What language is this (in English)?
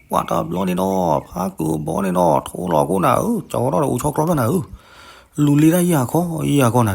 S'gaw Karen